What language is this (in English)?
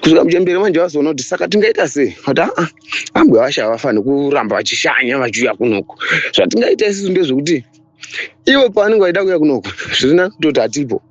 Shona